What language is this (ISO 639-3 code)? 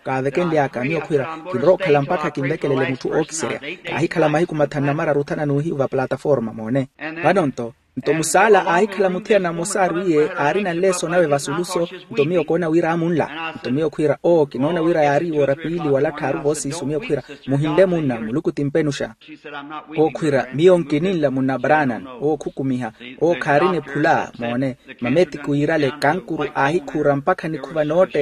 vmw